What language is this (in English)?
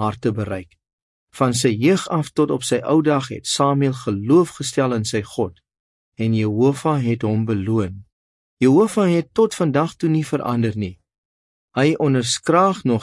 Afrikaans